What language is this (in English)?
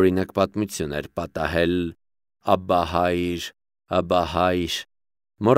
Armenian